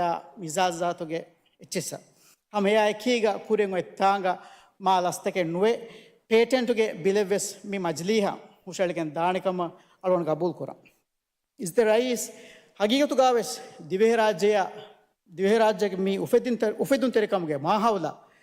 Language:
Divehi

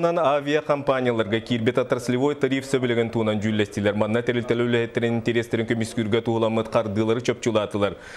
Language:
Yakut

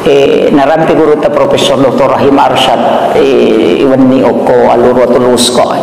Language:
Buginese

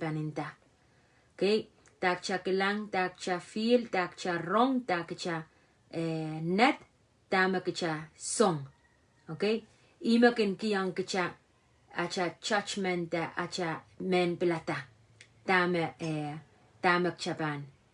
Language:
Pohnpeian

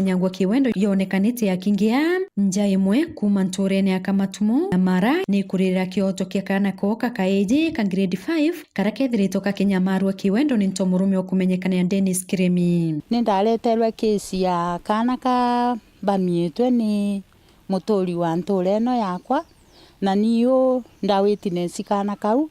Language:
Meru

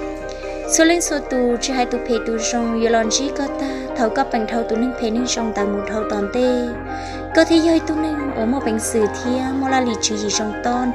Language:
Hmong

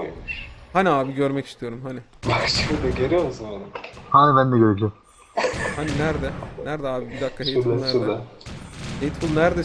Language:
Turkish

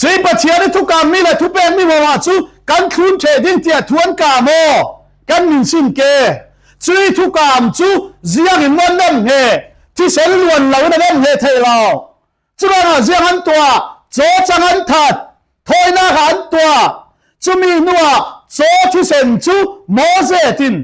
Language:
Falam Chin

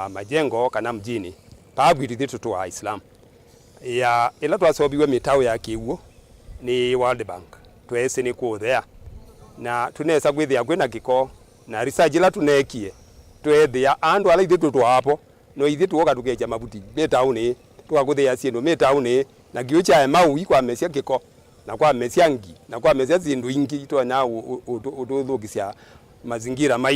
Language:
Kamba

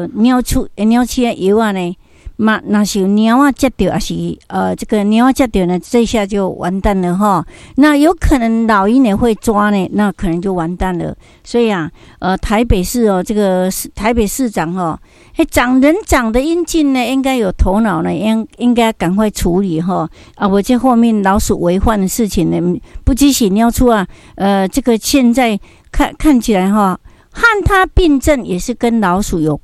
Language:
Min Nan Chinese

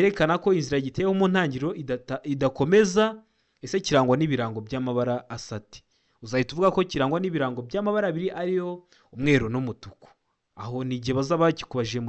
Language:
Kinyarwanda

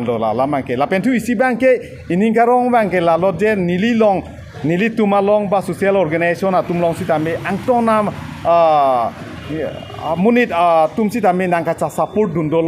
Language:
Karbi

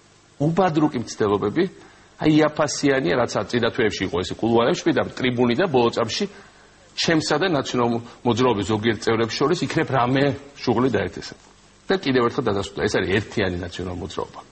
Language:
Georgian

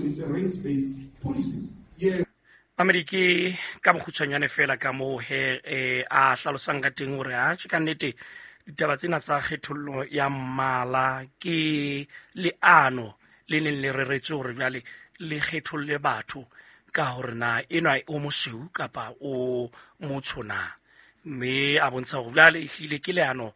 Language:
Southern Sotho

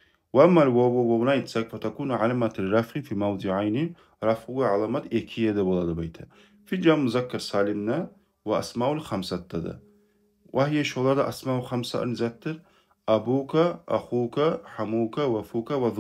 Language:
Kumyk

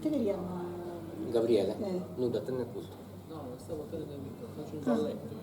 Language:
Sardinian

